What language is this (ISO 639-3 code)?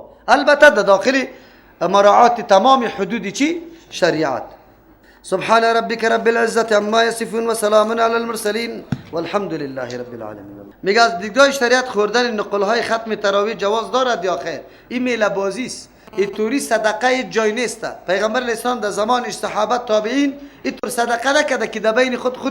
fas